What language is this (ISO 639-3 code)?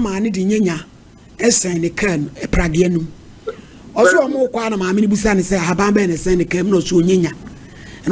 aka